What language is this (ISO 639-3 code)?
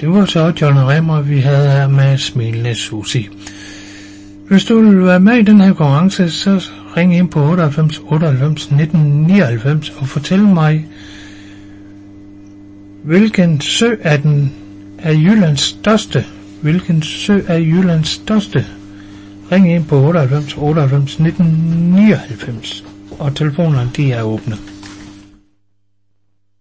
dan